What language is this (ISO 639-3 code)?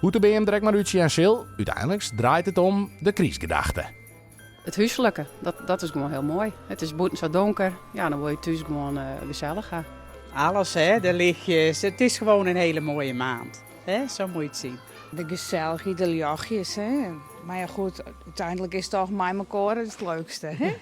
fry